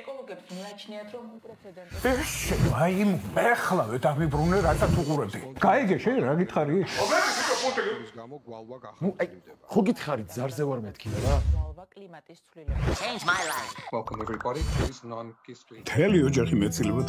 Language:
Georgian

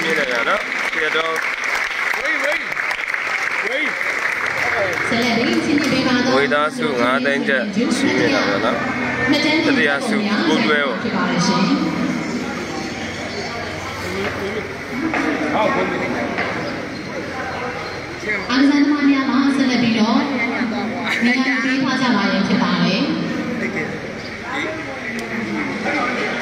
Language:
Burmese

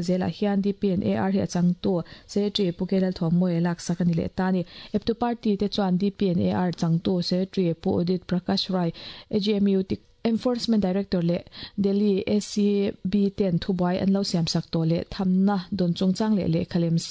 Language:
Mizo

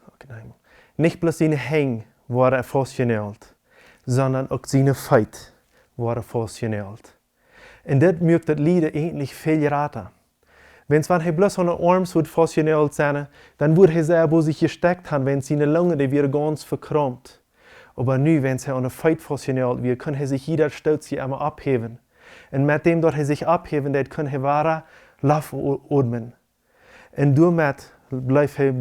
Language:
Plautdietsch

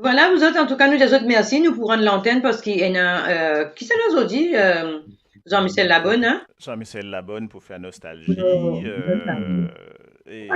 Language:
Morisyen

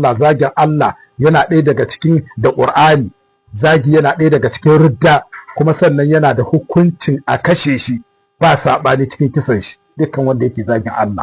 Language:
Hausa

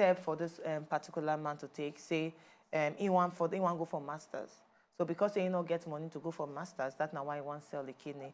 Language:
Nigerian Pidgin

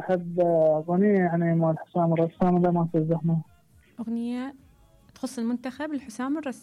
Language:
Mesopotamian Arabic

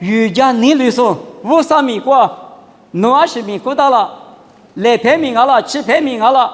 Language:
Lisu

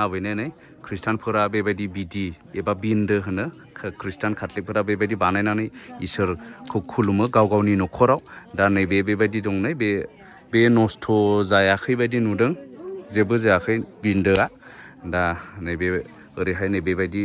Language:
Bodo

